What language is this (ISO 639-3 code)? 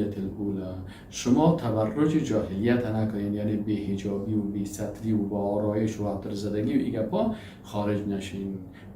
fas